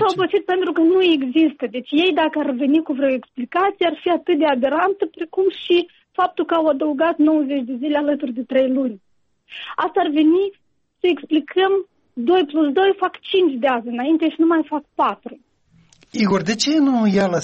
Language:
Romanian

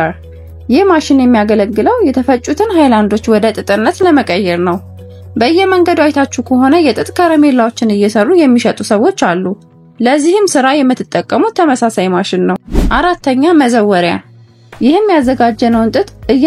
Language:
Amharic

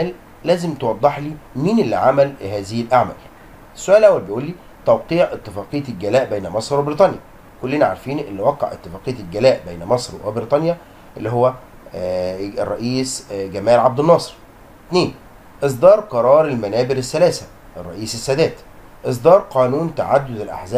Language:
Egyptian Arabic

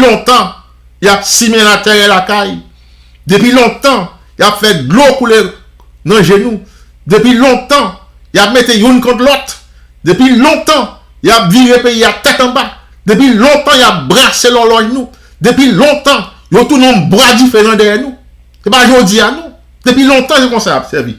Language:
Haitian Creole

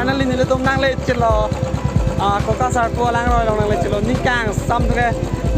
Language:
Karbi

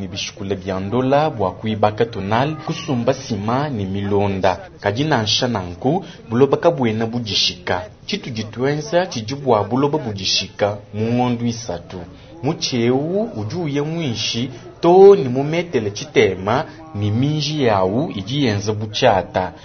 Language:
Luba-Lulua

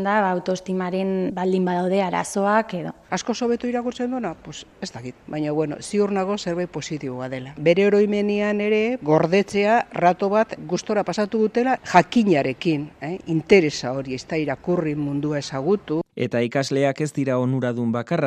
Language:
Basque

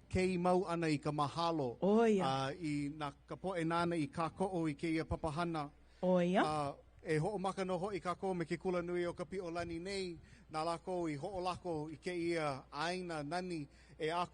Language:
Hawaiian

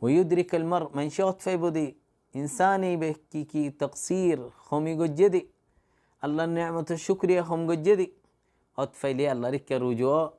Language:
Rohingya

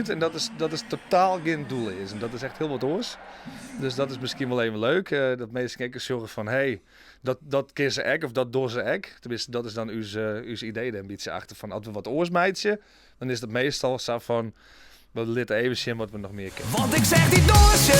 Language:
Western Frisian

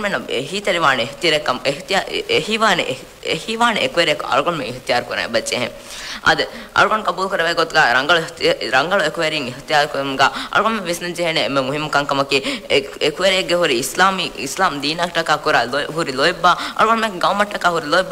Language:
Divehi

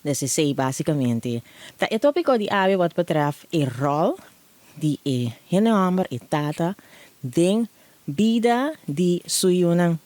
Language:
Papiamento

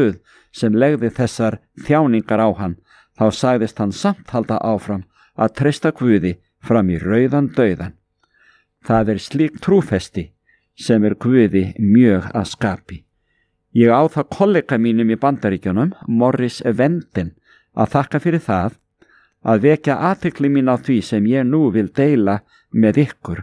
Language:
Icelandic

